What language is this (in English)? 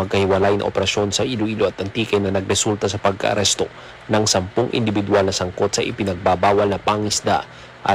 Filipino